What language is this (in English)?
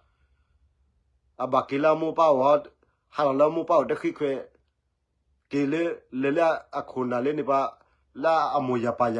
S'gaw Karen